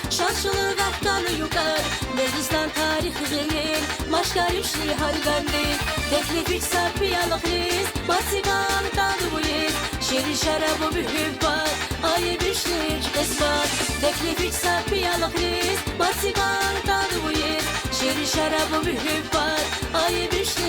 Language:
Tabassaran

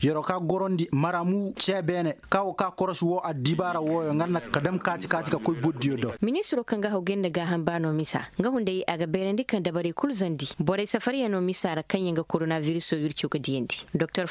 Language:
Koyraboro Senni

